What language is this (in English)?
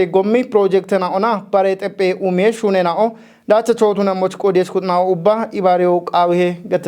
Kafa